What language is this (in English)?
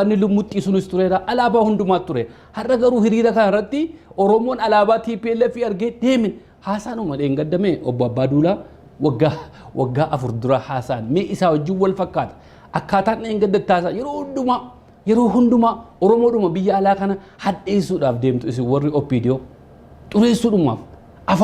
Oromo